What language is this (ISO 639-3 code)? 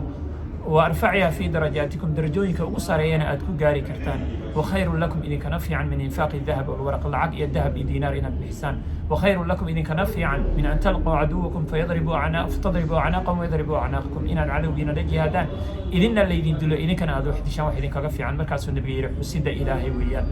som